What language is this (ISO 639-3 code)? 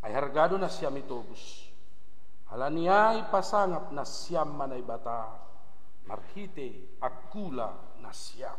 bts